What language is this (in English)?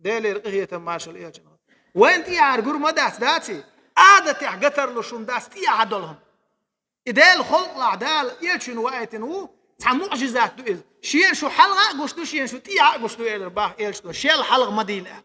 Chechen